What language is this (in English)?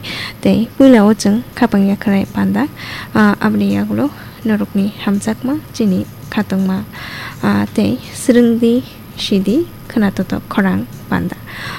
Kok Borok